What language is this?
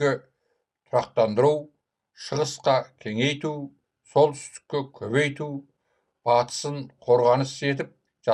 Kazakh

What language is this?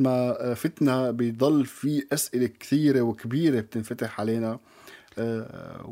North Levantine Arabic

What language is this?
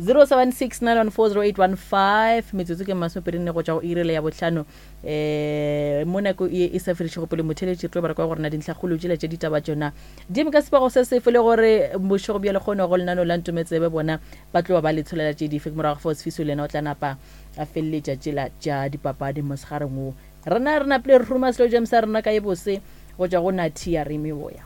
Northern Sotho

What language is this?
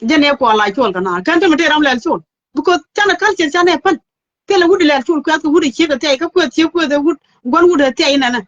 Nuer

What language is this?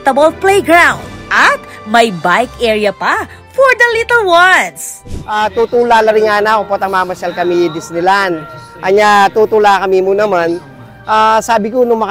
Pampanga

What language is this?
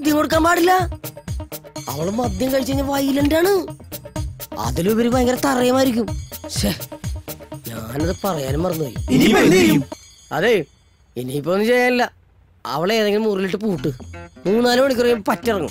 Malayalam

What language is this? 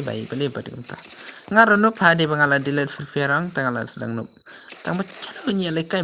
Khasi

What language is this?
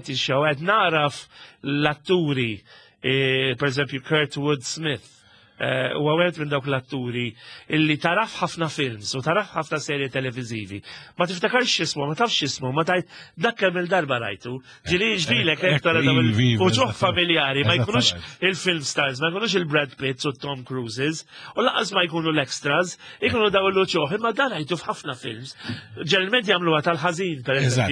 Maltese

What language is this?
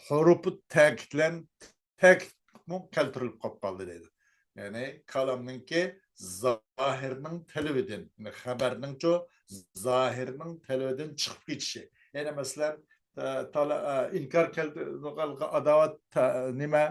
Uyghur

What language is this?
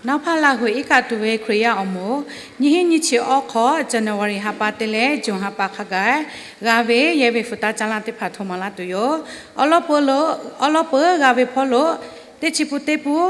Lahu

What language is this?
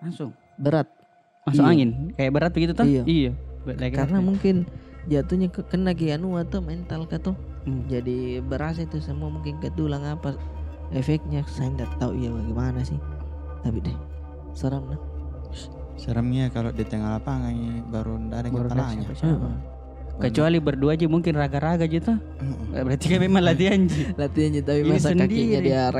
Makassar Malay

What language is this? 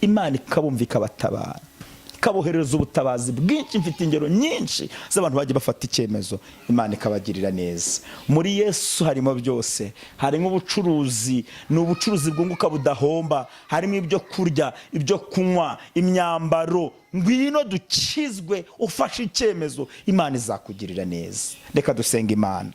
Kinyarwanda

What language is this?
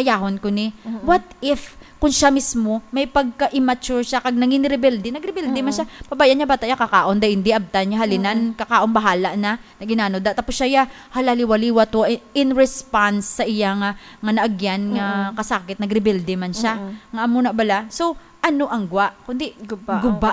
Hiligaynon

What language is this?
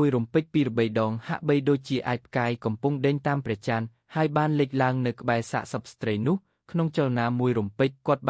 Khmer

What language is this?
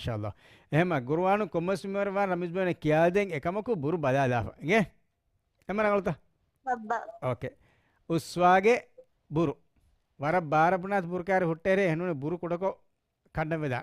Divehi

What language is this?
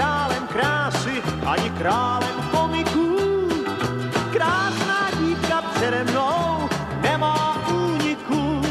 Czech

